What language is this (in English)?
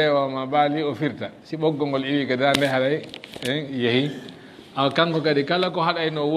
Fula